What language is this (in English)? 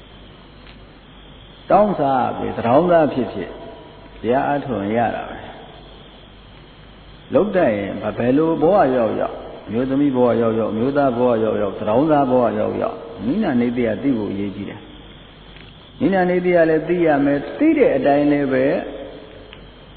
Burmese